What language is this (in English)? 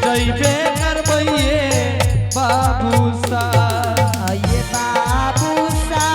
Angika